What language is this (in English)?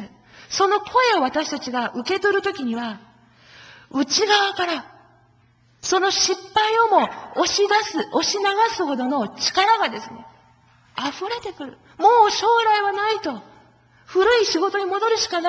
Japanese